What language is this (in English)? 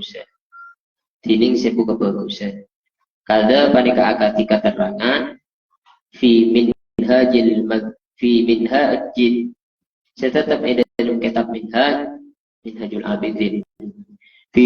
Madurese